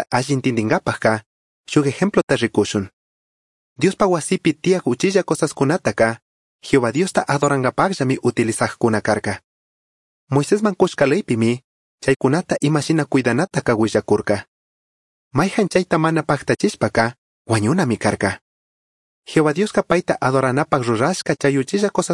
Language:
Chimborazo Highland Quichua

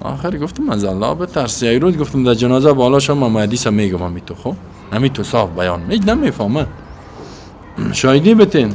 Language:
Persian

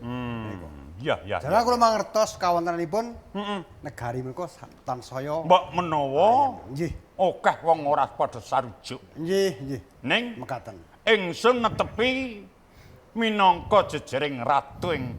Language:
Javanese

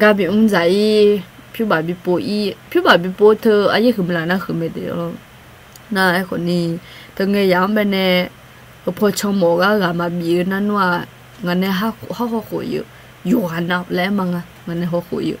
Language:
Akha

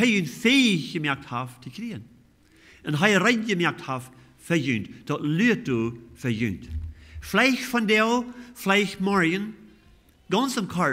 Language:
Plautdietsch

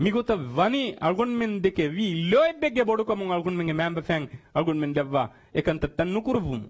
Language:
Divehi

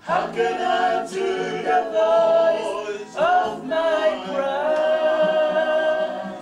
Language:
Tongan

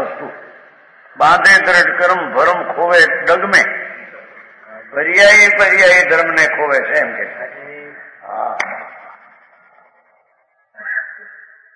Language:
Gujarati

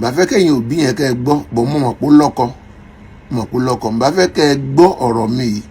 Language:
Yoruba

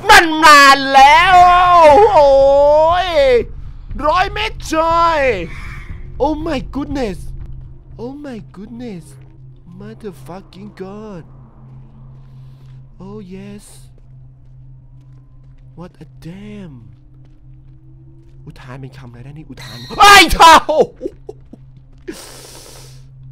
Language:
Thai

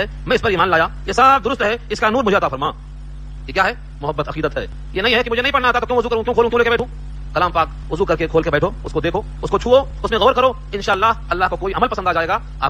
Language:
Urdu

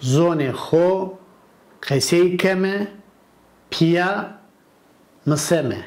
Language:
Zaza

